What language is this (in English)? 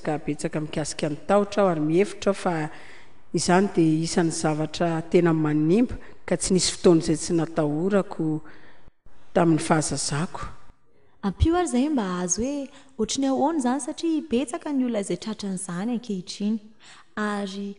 Malagasy